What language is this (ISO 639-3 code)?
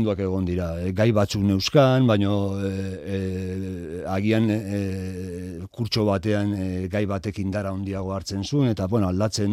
eus